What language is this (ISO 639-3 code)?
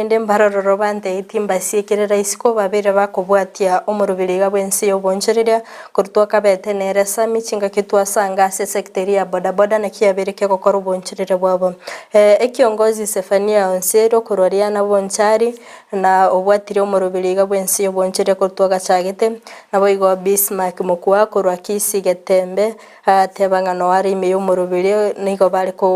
guz